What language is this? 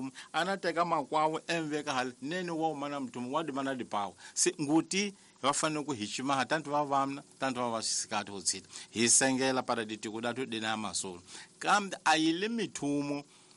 Tsonga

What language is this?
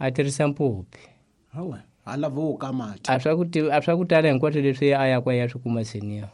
Tsonga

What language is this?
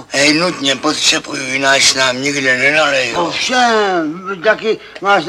Czech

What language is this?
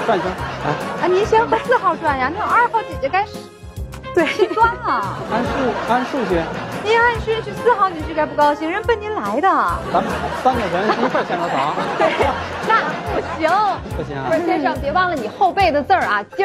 Chinese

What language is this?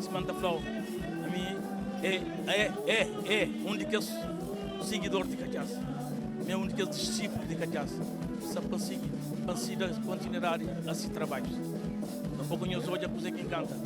Kabuverdianu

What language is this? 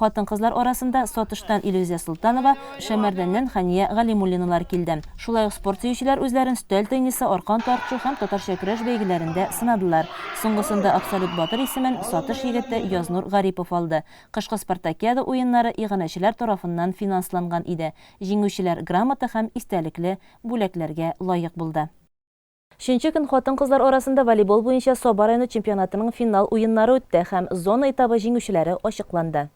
Tatar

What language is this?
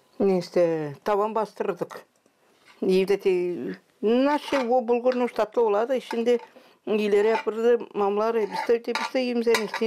Gagauz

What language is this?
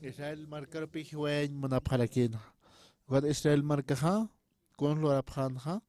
Aymara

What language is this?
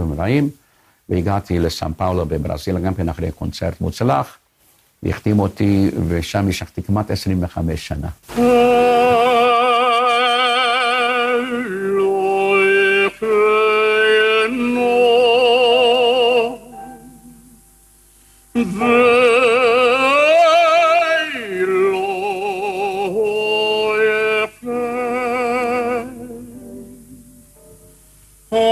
Hebrew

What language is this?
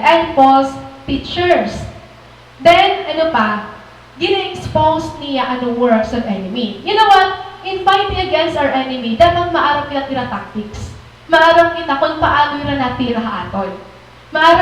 Waray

